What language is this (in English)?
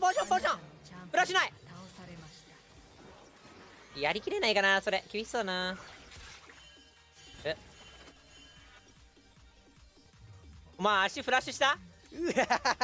Japanese